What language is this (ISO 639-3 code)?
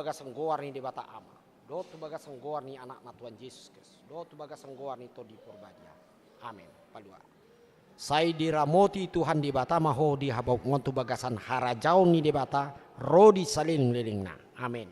bbc